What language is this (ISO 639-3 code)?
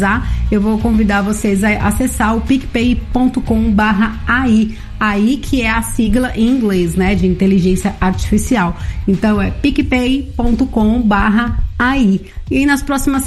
por